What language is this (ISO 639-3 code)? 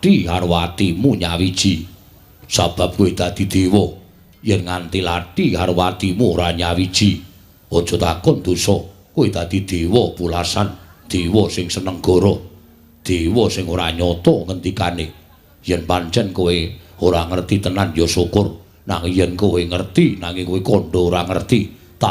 jav